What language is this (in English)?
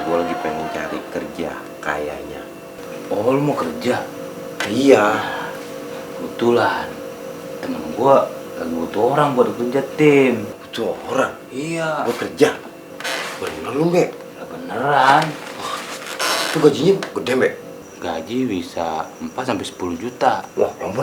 Betawi